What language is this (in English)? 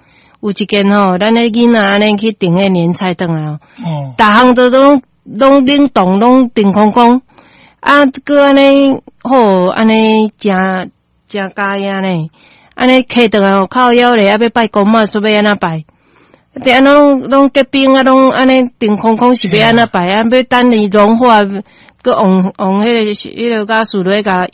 Min Nan Chinese